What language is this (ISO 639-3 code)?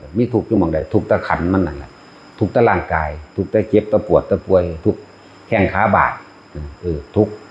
tts